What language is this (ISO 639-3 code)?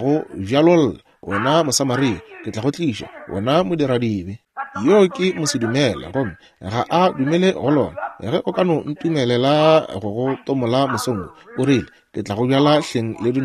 nso